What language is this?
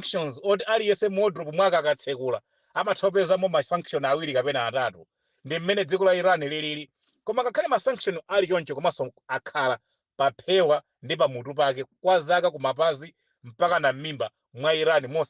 Nyanja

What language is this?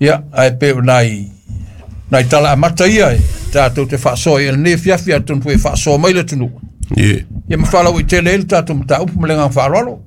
Samoan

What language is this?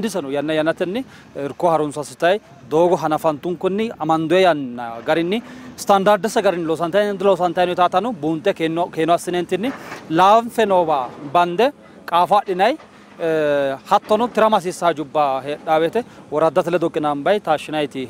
Sidamo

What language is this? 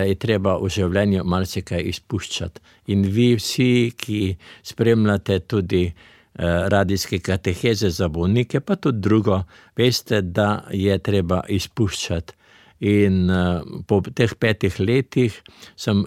Slovenian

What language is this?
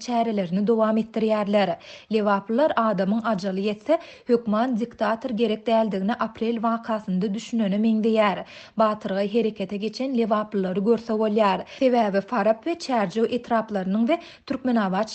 Turkmen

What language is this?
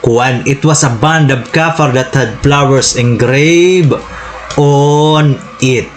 Waray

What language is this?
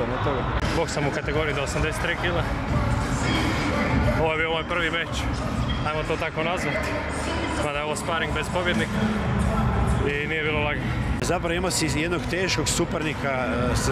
Croatian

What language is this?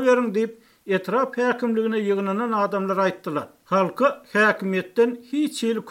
Turkmen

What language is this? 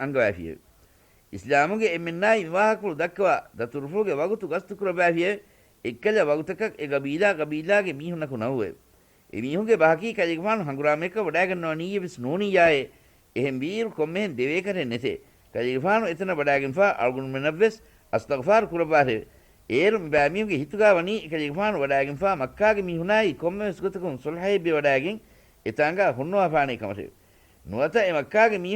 Divehi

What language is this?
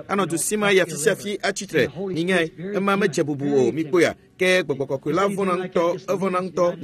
Ewe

